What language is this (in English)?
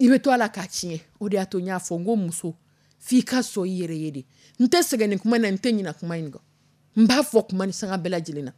Dyula